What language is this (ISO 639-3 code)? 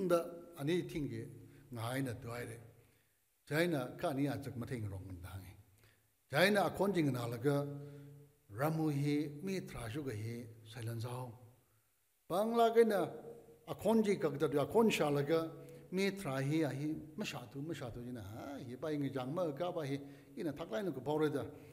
nmf